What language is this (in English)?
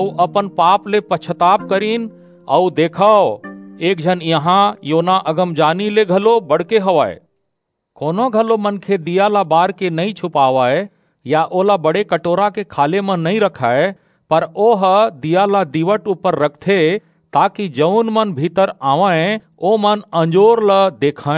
Chhattisgarhi